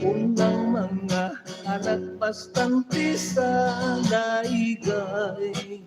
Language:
Hiligaynon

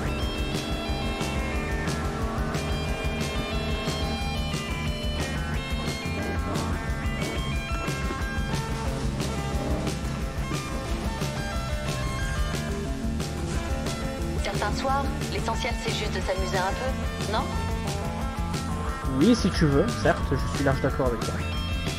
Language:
French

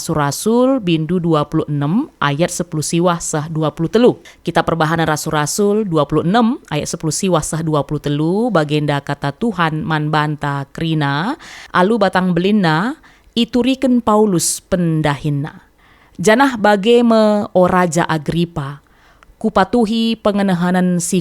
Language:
Batak Karo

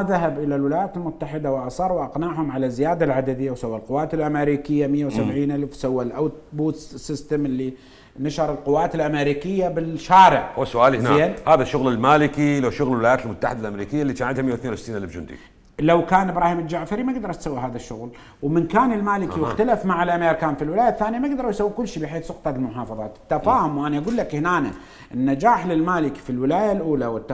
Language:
Mesopotamian Arabic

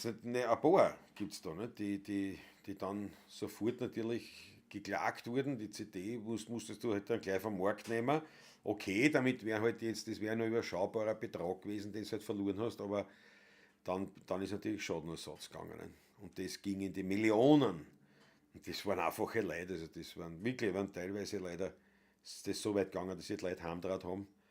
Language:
Bavarian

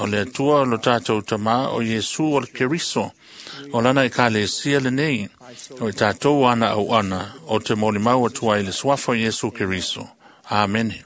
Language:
Samoan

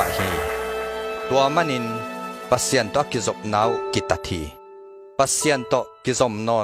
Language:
Tedim Chin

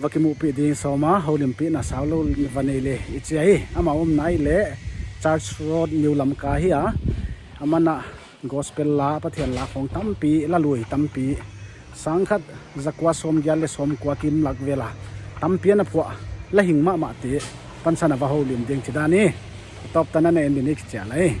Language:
Paite Chin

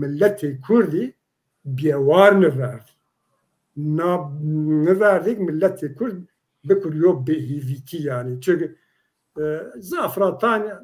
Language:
Zaza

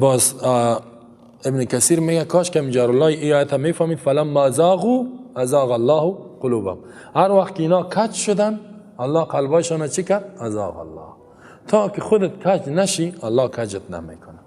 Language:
Persian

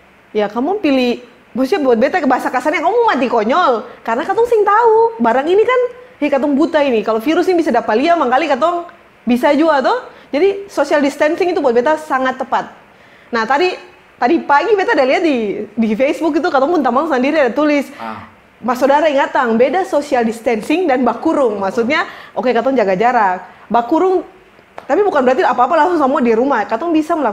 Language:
Ambonese Malay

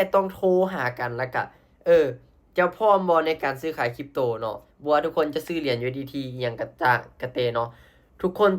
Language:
Lao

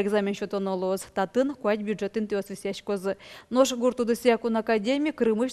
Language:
Udmurt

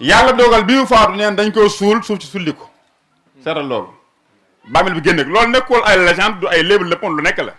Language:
Wolof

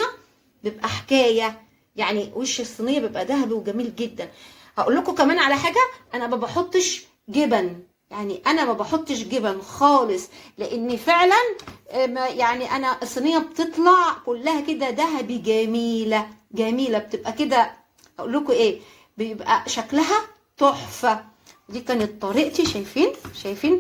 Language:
Egyptian Arabic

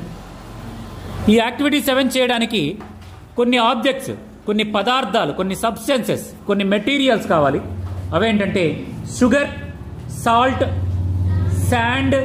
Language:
Telugu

